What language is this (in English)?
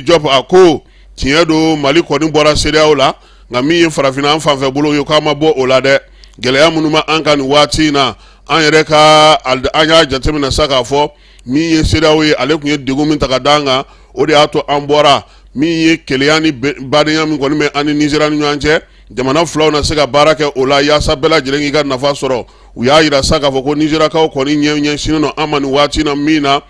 Bambara